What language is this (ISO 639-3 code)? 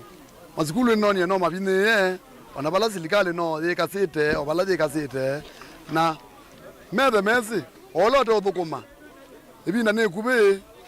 kam